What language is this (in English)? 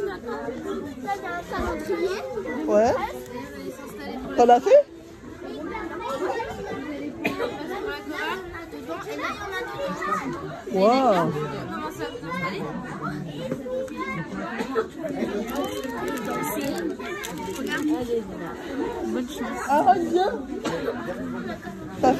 French